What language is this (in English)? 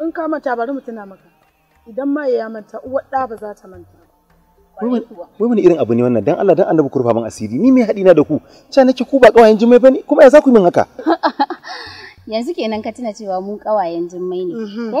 Hausa